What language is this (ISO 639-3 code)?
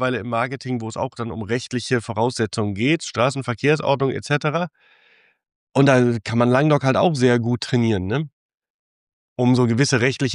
deu